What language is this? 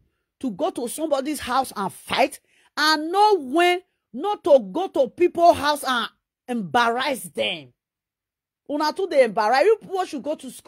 Nigerian Pidgin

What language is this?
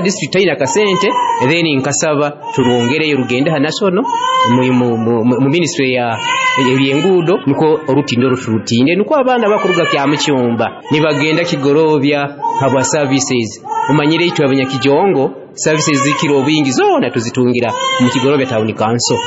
Nyoro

